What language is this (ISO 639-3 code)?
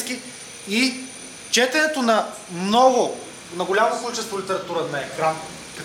bul